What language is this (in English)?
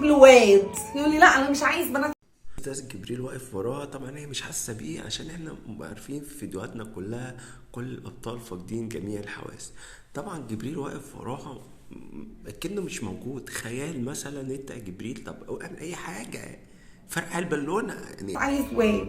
Egyptian Arabic